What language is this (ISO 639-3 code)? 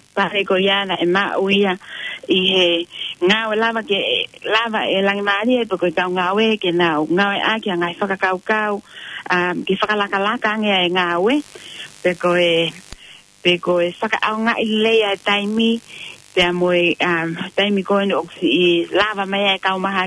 ton